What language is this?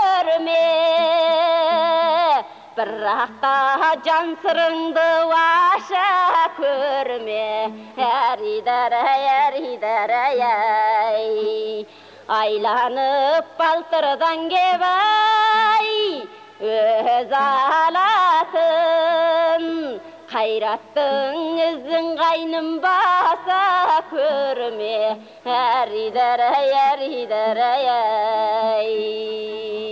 Kazakh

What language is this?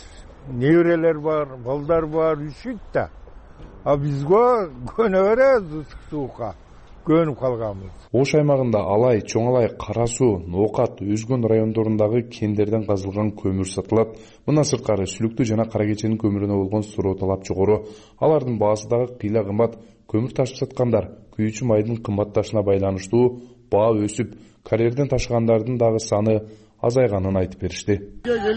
Kyrgyz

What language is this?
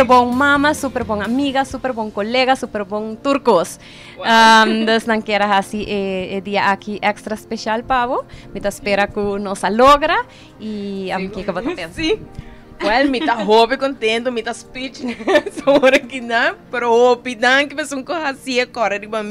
Papiamento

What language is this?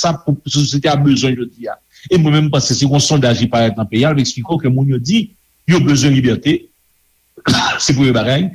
Haitian Creole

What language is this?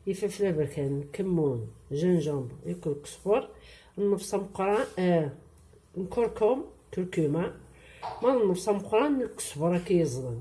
Kabyle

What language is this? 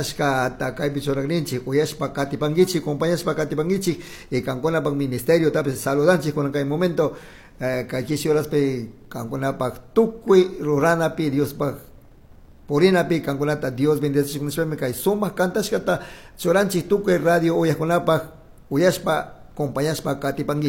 Chimborazo Highland Quichua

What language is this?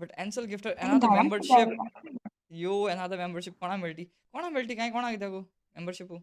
Konkani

